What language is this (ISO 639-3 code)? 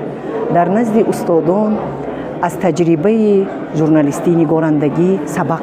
tgk